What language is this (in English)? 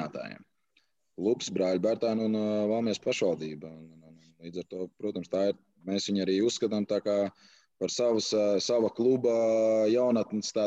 Latvian